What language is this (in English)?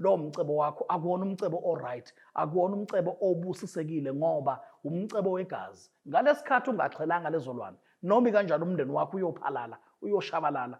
Zulu